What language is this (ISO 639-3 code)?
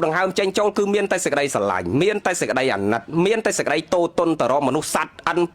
khm